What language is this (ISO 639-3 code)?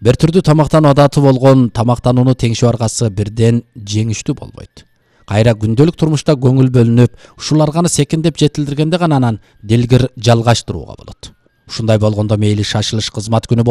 kir